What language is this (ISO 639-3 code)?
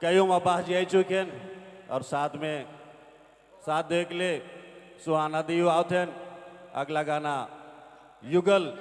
sck